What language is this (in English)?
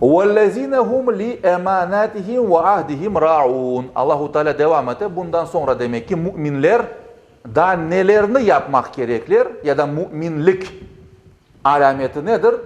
Crimean Tatar